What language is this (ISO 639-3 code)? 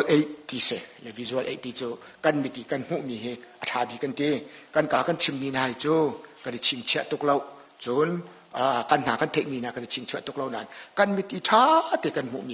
cnh